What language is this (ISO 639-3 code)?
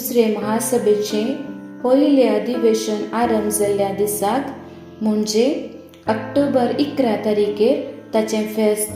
kok